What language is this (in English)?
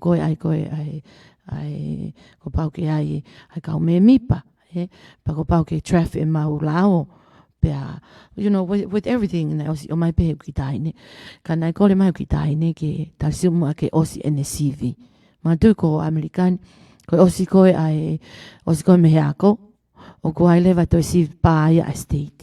Tongan